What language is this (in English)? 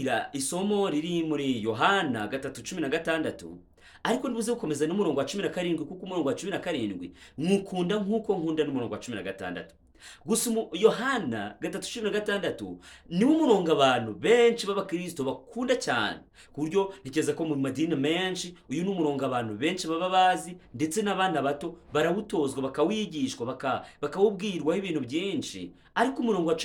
Kinyarwanda